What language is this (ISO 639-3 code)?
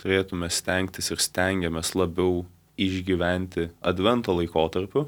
lit